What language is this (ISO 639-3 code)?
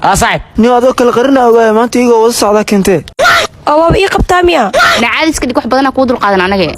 som